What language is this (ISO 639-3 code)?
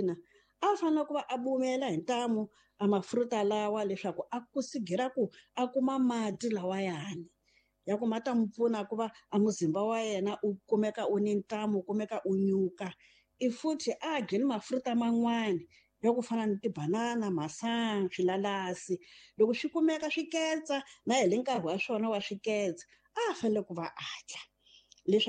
tso